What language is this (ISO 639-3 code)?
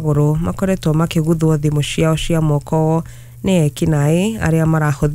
kik